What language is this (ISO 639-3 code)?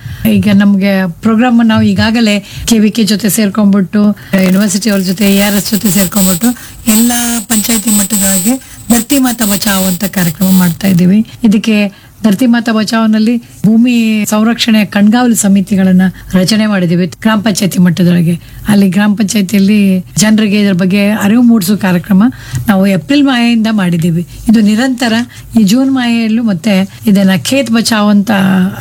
kan